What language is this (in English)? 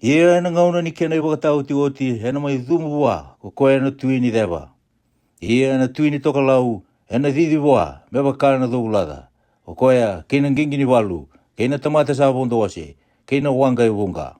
Fijian